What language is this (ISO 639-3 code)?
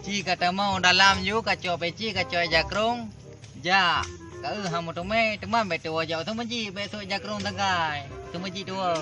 ace